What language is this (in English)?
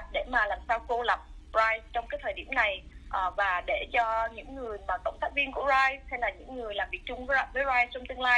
Vietnamese